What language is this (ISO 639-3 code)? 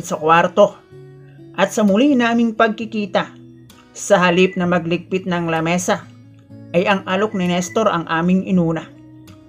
fil